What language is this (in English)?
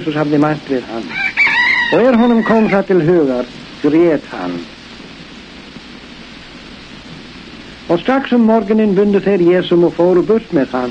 Icelandic